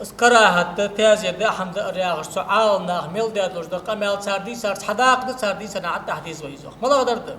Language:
Ingush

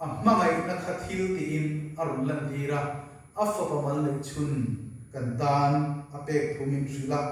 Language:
Mizo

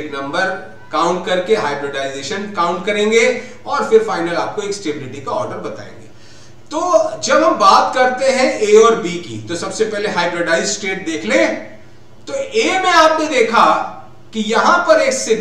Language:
Hindi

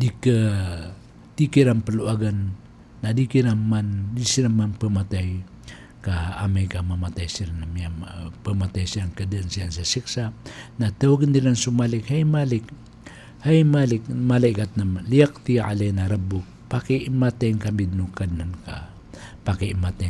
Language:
Maranao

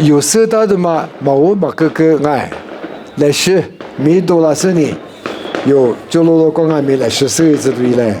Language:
Lisu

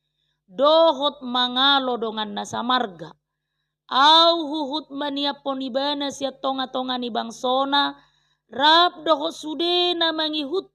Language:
Batak Toba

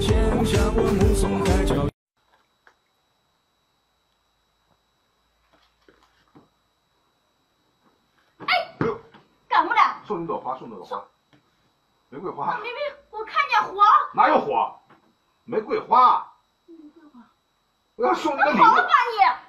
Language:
Chinese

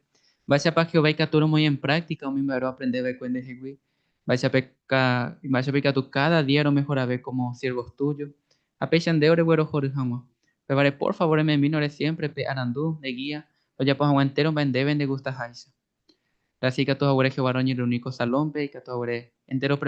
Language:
Guarani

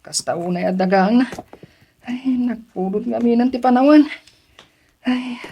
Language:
Iloko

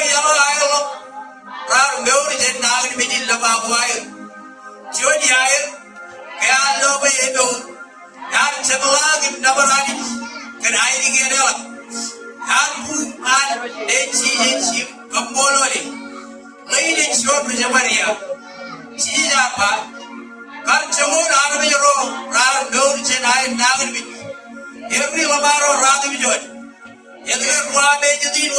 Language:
Marshallese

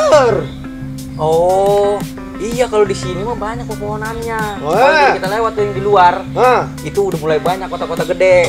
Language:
Betawi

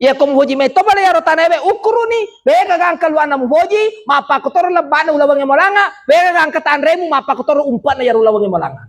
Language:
Buginese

